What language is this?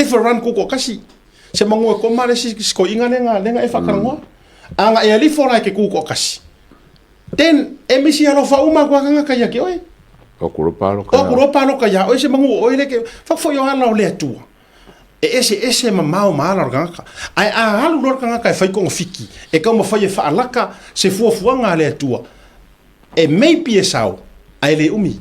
Samoan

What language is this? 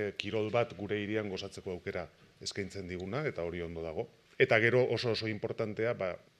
Basque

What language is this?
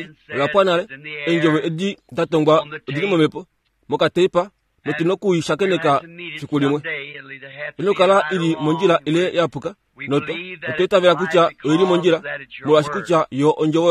Kuanyama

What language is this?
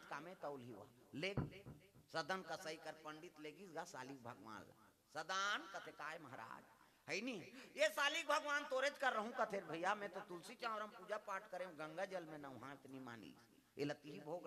Chhattisgarhi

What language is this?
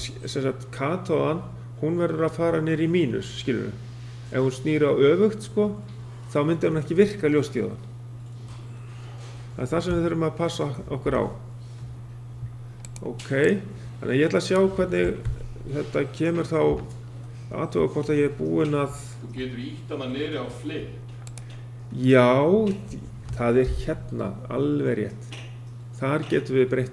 Icelandic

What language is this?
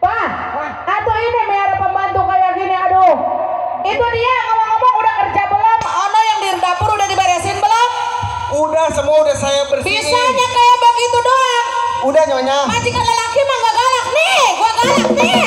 Betawi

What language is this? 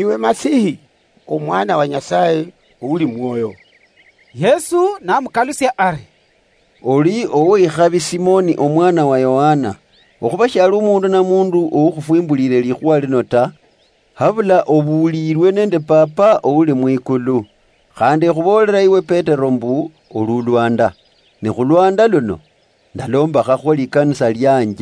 Luyia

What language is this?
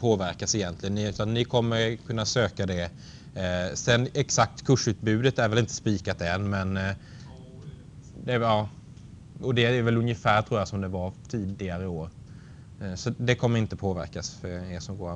Swedish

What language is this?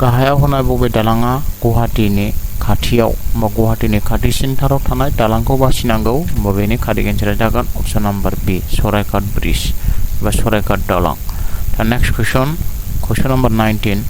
Bodo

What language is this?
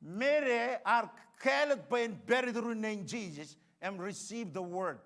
Marshallese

